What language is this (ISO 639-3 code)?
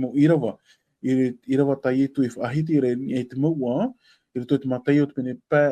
tah